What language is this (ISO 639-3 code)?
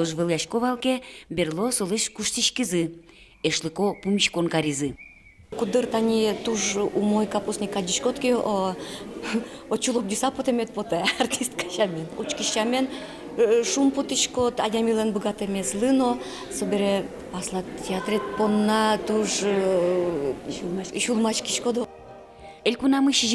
udm